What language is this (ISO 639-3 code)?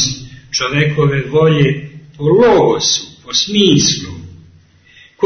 srp